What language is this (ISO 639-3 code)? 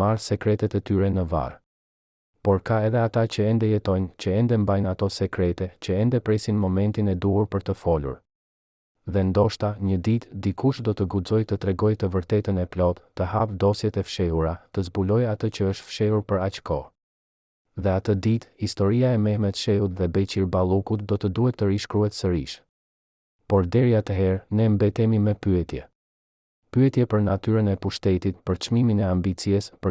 sqi